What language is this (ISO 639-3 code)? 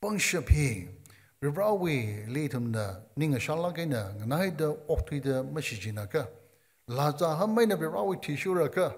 nmf